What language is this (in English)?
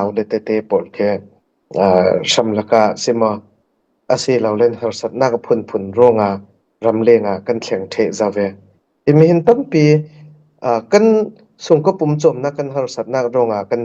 Falam Chin